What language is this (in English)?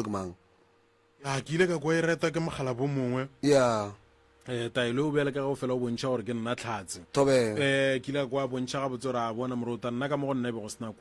Northern Sotho